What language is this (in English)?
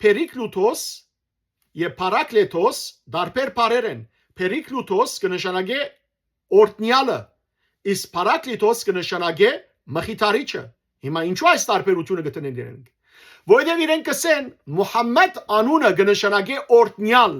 Western Armenian